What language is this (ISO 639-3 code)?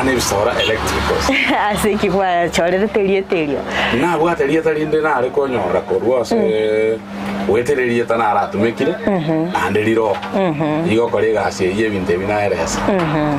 guz